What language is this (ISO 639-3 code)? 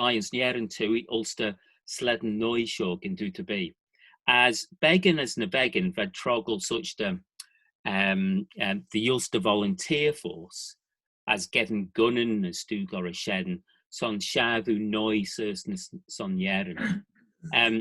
glv